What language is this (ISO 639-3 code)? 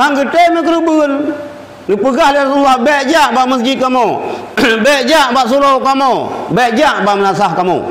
ace